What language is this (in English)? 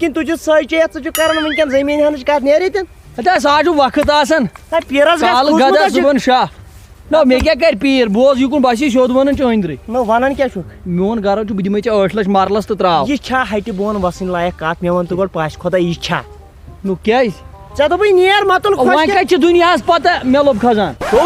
Kashmiri